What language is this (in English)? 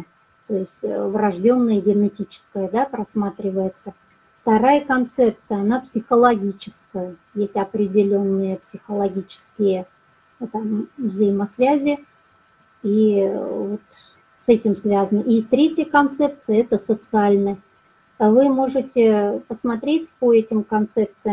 Russian